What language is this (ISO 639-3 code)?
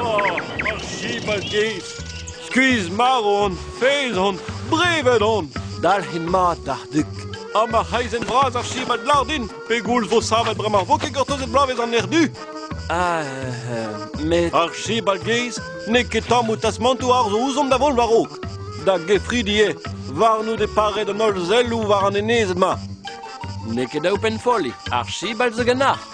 bre